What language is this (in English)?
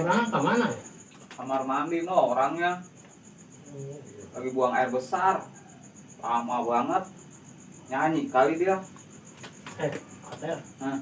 Betawi